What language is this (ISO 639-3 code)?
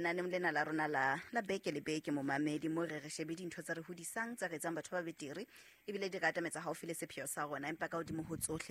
sot